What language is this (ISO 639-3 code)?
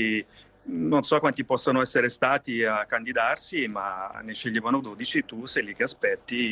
ita